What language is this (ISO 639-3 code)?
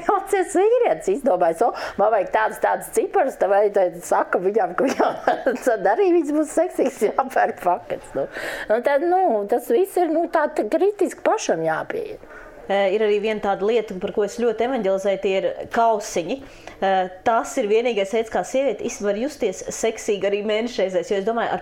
lav